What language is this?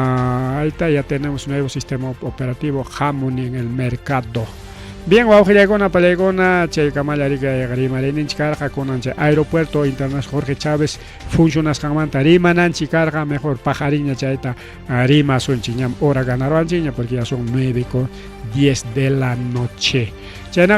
Ayacucho Quechua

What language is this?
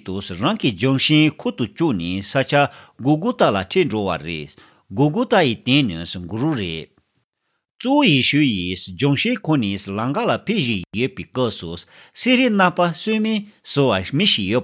Tibetan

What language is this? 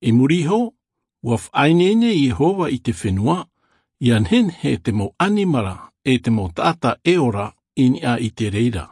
Tahitian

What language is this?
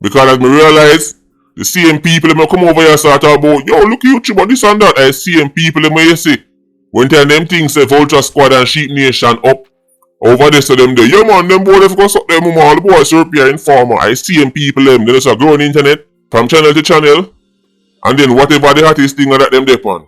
Jamaican Creole English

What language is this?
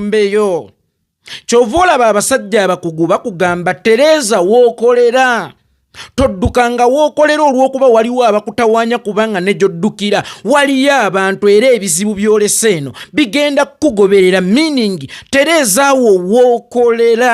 Ganda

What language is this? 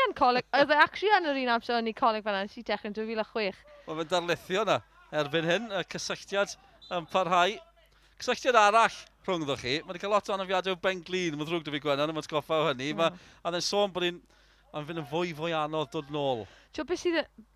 Welsh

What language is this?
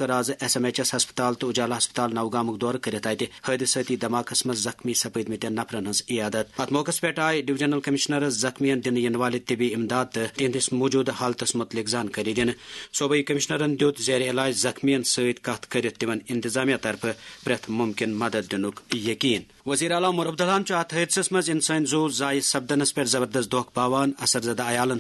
Kashmiri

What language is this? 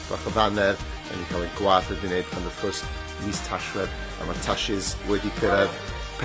Welsh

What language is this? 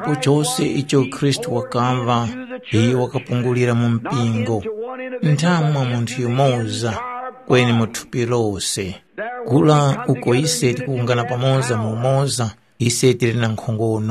Tumbuka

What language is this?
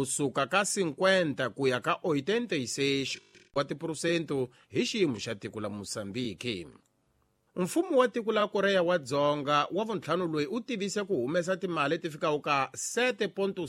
Tsonga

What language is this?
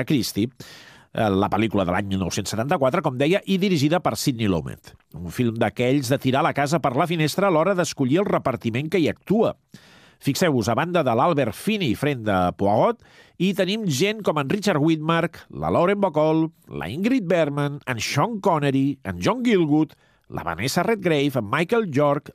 Catalan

